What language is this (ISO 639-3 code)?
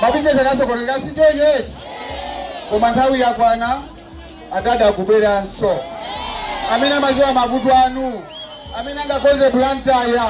nya